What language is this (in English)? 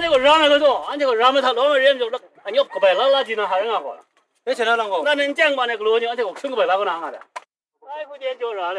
Kachin